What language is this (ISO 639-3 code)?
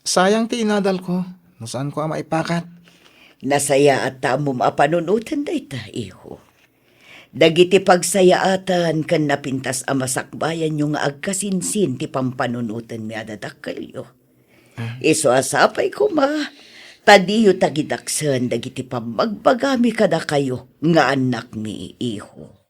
ilo